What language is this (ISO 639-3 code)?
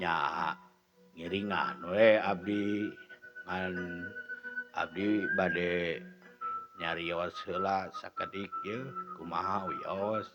sun